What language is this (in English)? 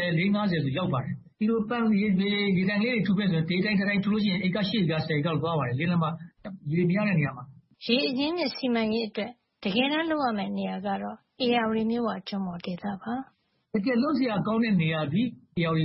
Burmese